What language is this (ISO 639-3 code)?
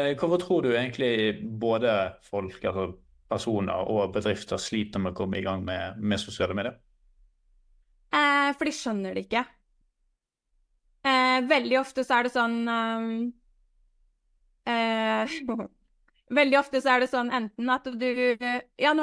nor